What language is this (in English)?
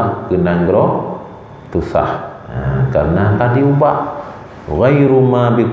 Achinese